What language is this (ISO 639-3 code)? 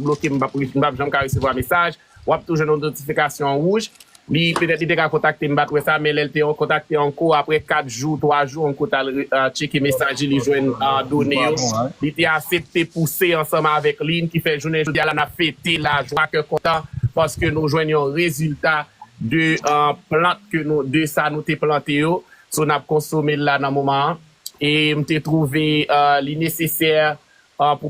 hat